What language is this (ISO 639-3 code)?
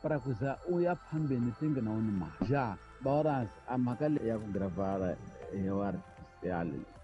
tso